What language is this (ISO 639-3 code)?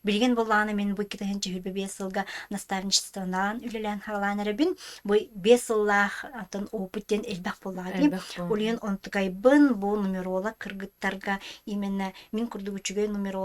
sah